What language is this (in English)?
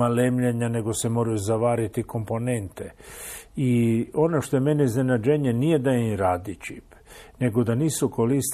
Croatian